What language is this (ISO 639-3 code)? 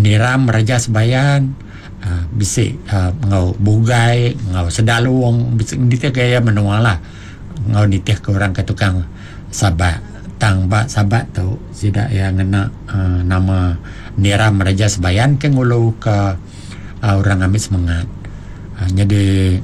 iba